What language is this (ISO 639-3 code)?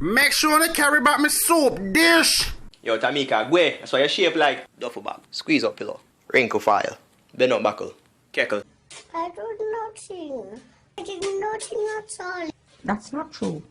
jam